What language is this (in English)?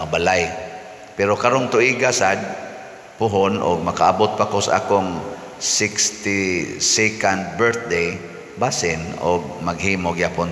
Cebuano